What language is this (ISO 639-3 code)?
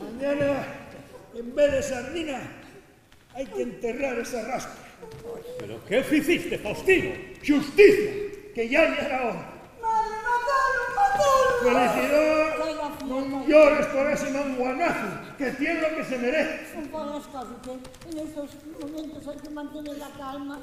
ast